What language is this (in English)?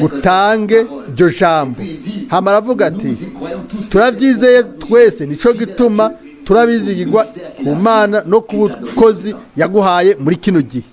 Rundi